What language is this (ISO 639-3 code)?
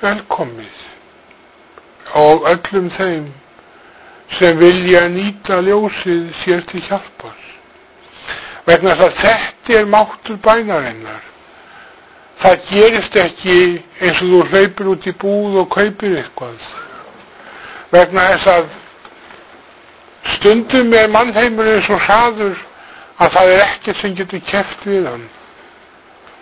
isl